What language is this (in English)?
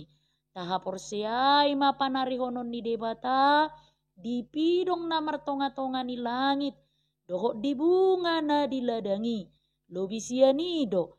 Batak Toba